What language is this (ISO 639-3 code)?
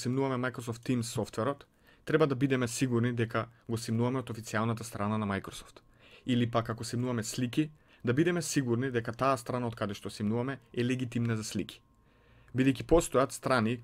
mkd